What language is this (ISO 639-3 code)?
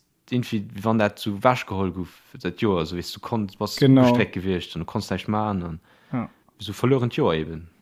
ltz